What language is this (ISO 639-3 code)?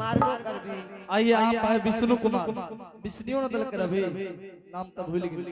anp